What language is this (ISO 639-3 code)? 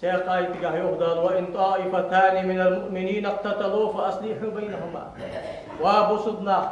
inh